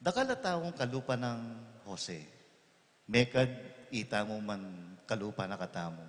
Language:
Pampanga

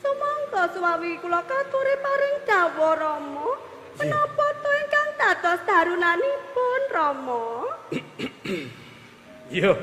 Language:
Javanese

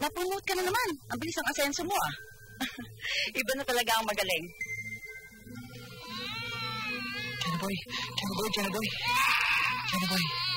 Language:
Filipino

